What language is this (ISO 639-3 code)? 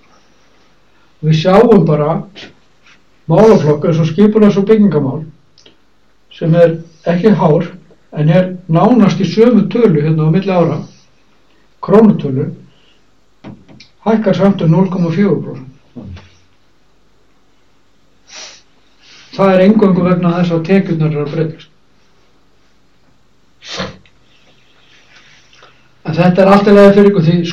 isl